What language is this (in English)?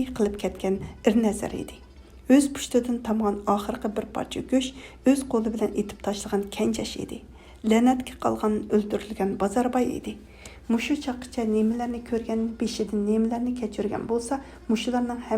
Uyghur